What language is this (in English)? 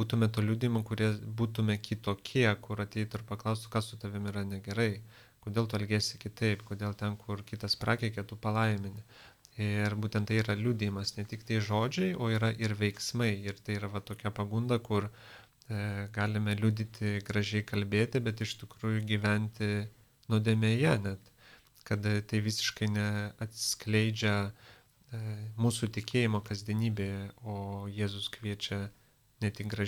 Lithuanian